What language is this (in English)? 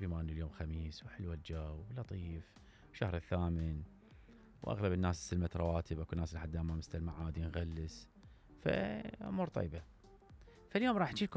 Mesopotamian Arabic